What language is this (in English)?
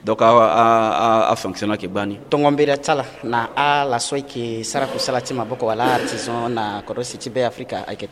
Sango